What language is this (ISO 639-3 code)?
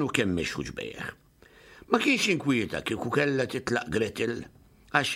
mlt